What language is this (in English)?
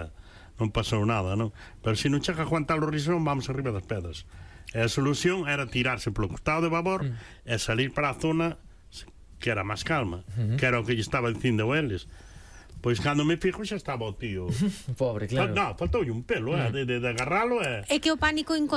Galician